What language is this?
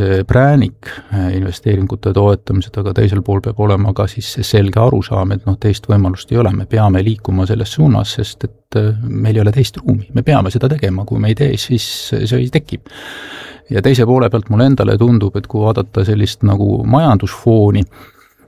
Estonian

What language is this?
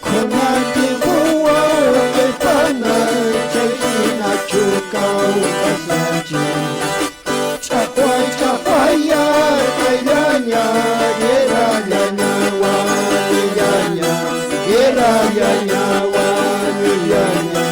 Quechua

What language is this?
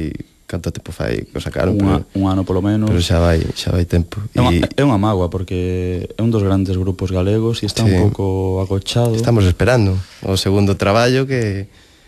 Galician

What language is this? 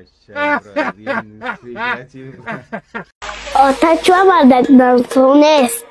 Tajik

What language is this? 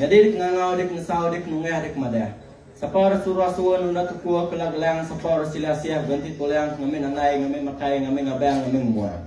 Iban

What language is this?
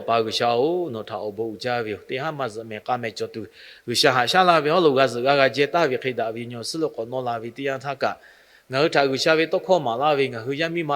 Lahu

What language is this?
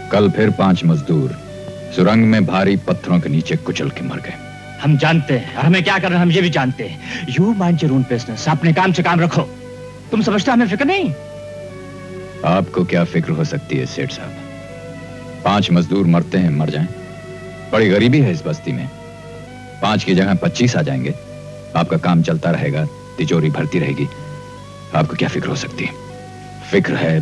Hindi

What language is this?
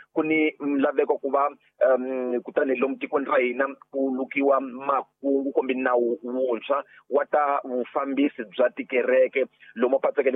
Tsonga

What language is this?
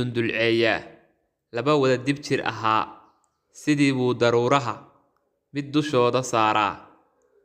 Somali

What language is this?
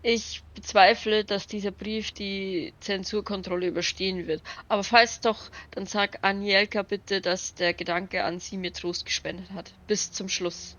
Bavarian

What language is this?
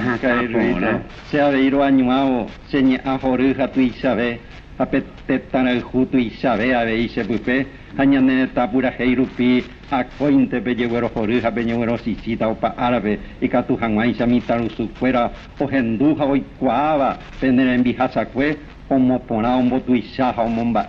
Guarani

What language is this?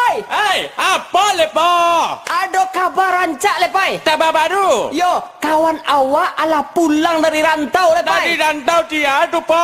Minangkabau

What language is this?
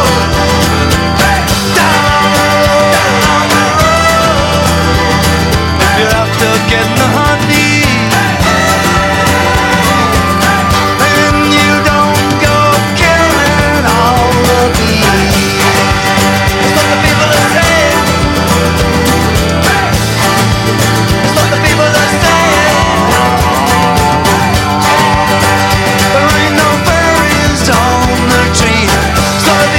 Portuguese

